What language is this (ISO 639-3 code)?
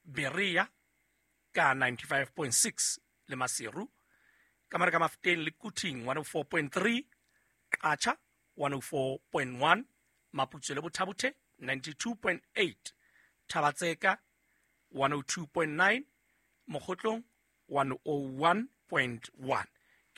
sot